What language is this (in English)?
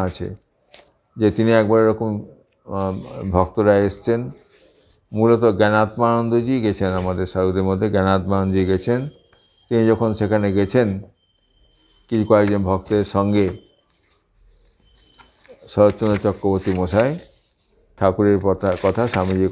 Bangla